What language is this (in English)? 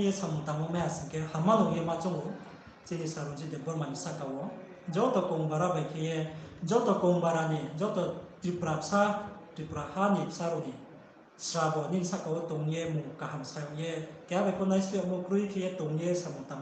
Riang (India)